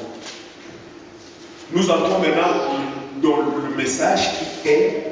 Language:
French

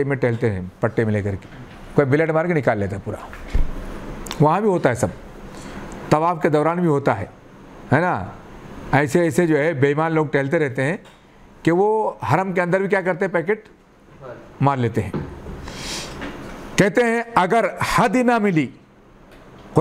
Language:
Hindi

